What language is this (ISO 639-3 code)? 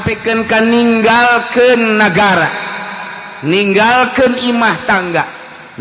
sun